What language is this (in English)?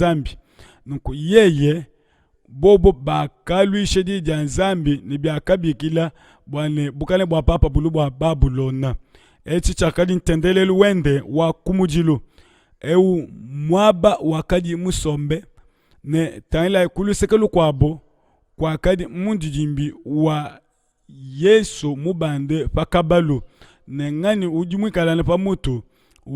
Luba-Lulua